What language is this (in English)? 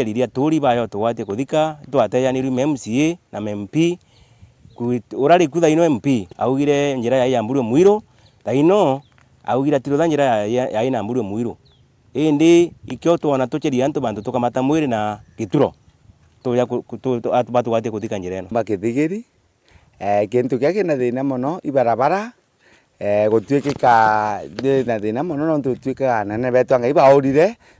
Meru